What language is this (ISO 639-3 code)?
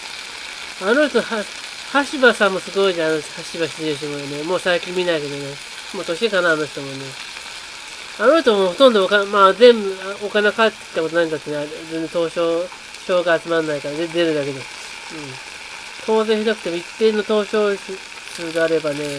jpn